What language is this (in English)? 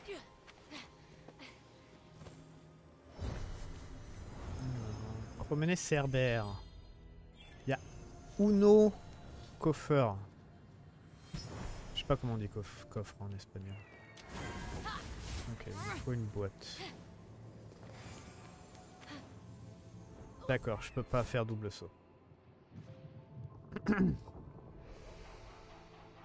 French